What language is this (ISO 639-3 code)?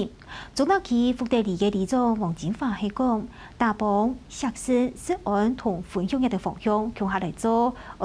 hak